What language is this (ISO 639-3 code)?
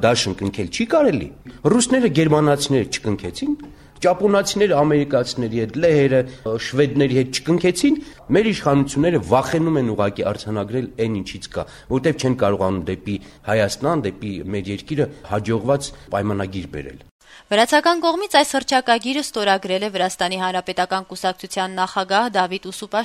hye